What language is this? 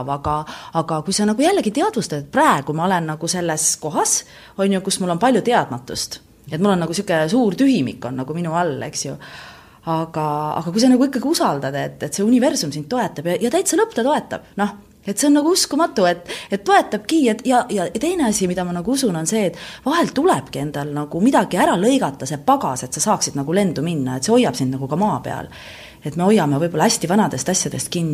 Estonian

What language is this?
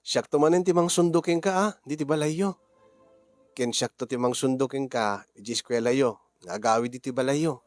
Iloko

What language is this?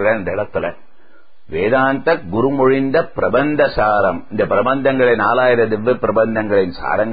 Tamil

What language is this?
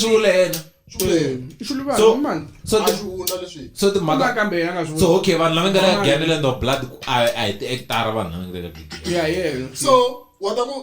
Tsonga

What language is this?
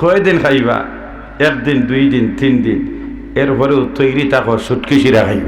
Sylheti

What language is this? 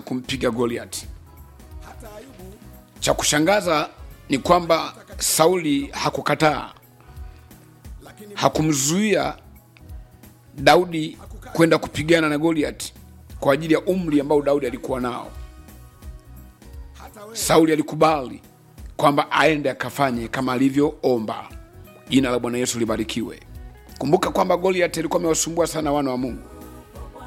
Swahili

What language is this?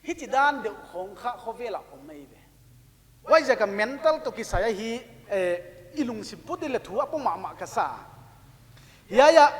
Paite Chin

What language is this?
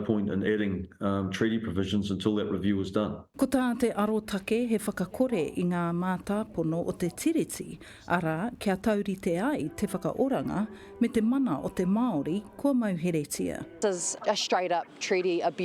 Māori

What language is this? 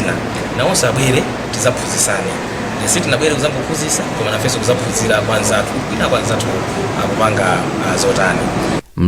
Nyanja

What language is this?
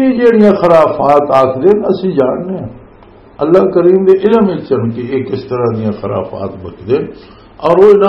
Western Panjabi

